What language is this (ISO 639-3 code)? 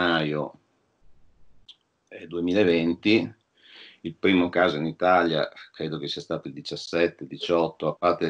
ita